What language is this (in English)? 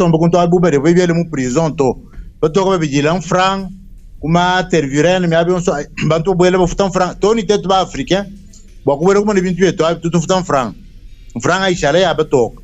Luba-Lulua